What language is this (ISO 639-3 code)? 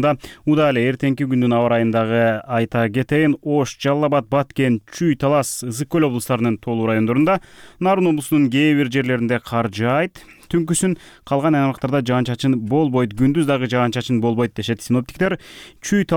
kir